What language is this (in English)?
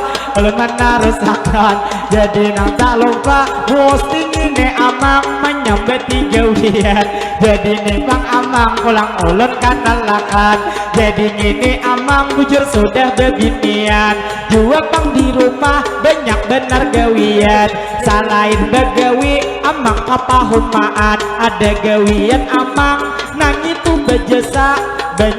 Banjar